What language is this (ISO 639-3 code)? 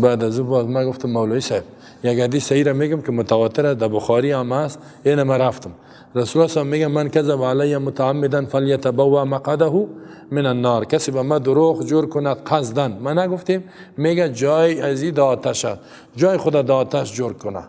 fas